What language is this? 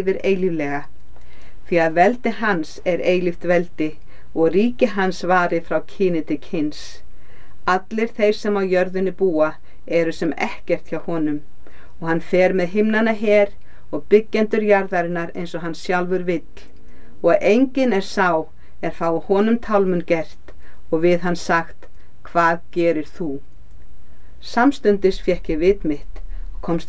Icelandic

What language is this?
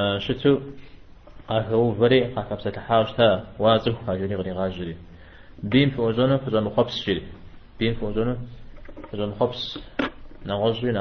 Kabardian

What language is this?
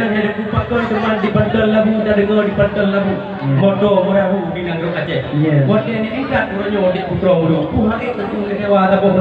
Achinese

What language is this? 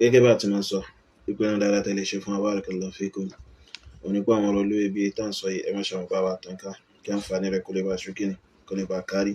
Yoruba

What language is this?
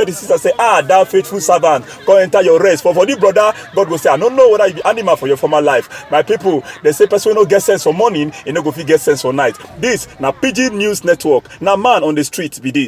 Nigerian Pidgin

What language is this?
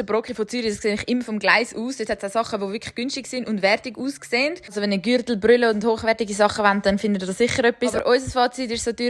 Swiss German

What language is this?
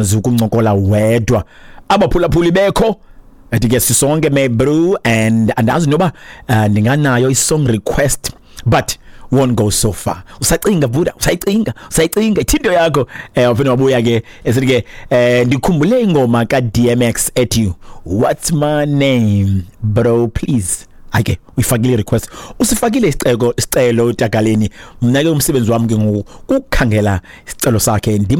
Xhosa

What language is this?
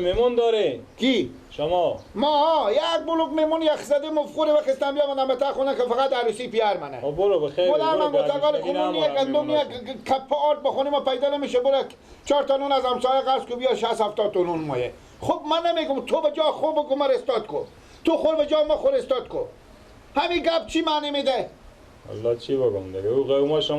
Persian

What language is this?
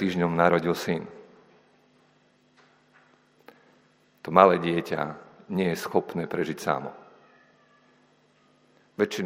Slovak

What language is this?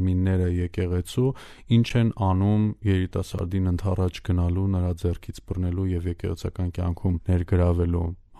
Armenian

